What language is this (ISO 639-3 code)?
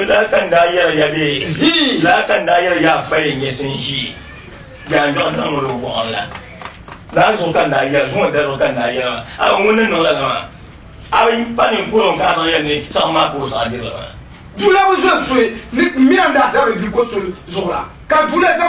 dag